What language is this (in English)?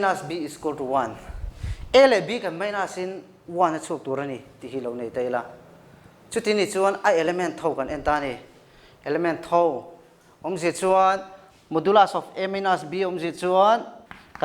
Mizo